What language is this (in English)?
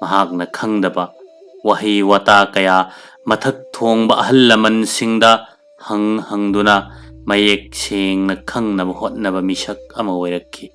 Manipuri